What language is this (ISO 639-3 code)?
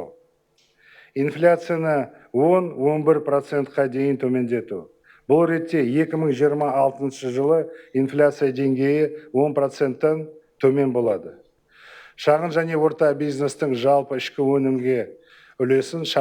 kaz